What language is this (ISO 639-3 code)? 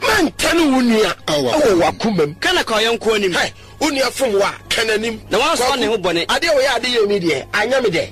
aka